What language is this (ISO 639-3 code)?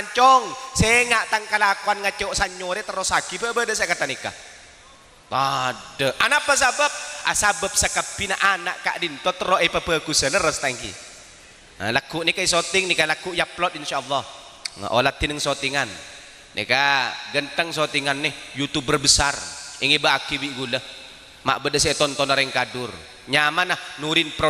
mad